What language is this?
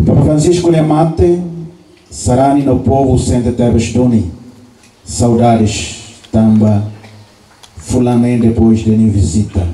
Tetum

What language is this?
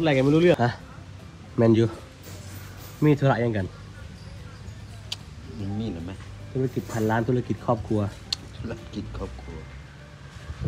Thai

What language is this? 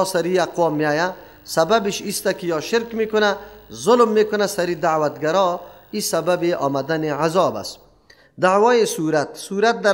Persian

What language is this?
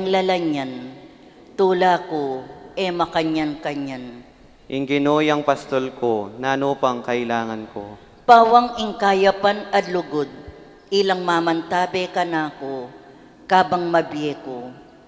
Pampanga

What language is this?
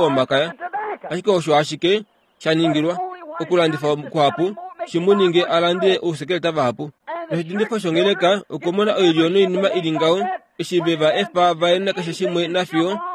Kuanyama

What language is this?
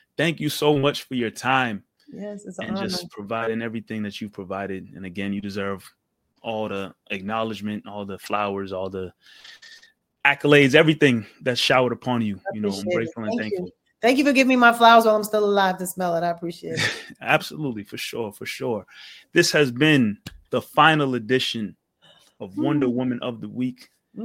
English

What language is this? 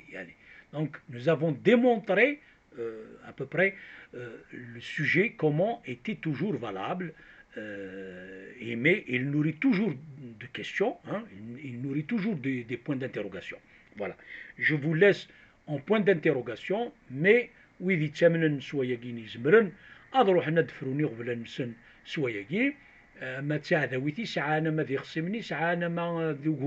Kabyle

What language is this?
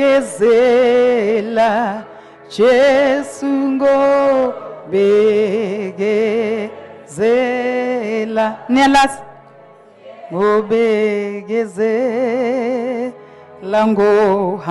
English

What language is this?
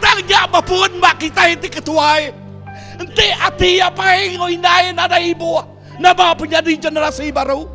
Iban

